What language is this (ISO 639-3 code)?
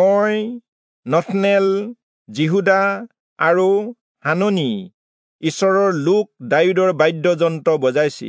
asm